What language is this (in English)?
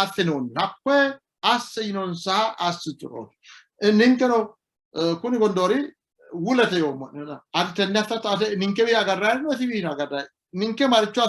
Sidamo